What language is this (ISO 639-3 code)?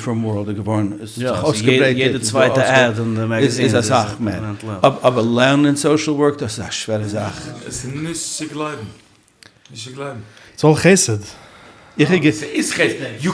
yid